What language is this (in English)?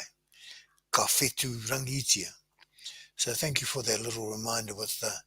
Māori